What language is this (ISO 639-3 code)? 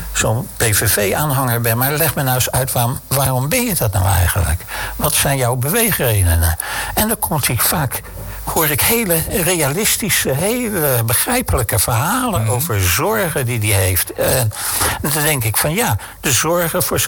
nld